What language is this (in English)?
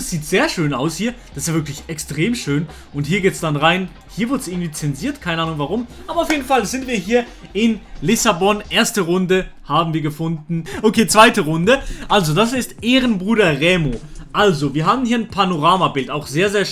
Swiss German